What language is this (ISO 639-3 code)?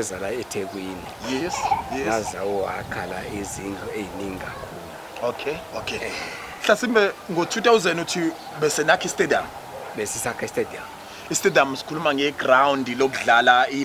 zul